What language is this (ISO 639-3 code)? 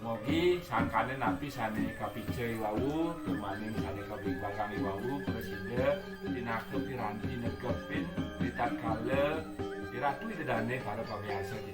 ban